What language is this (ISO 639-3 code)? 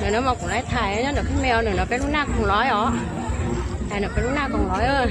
hmn